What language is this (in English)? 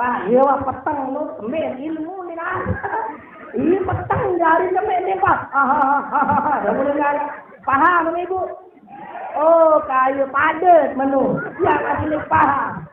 Sasak